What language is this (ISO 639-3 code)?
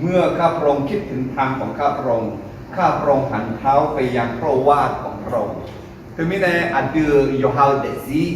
ahk